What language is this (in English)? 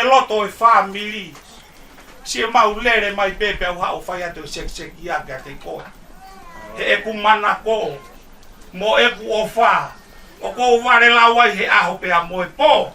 Tongan